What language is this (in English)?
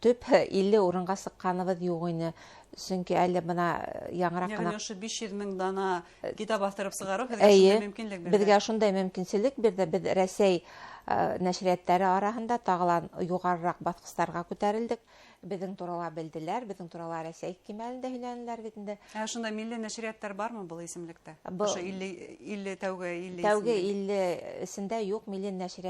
Bashkir